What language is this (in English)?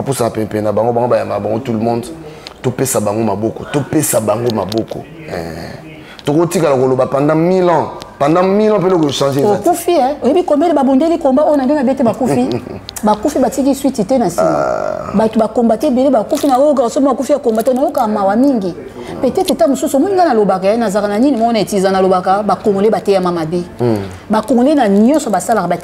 Lingala